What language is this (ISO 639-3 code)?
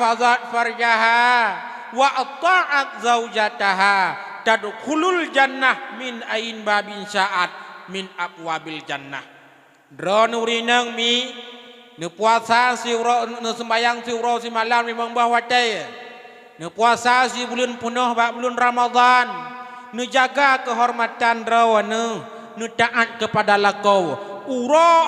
ace